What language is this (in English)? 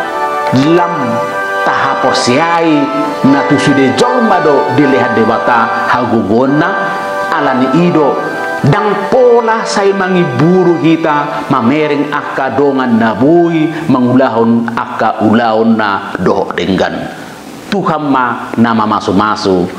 Batak Toba